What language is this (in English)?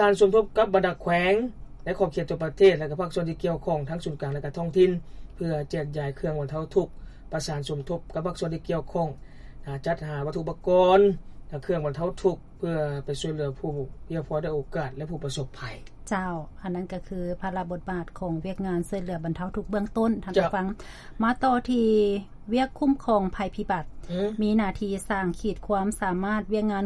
Lao